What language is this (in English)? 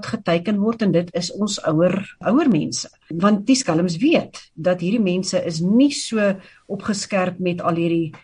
Afrikaans